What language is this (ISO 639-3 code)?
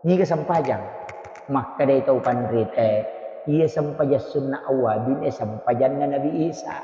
bug